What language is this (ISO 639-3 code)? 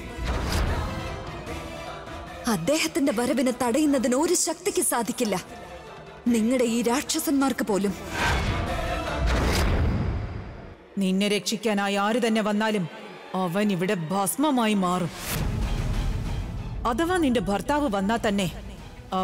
mal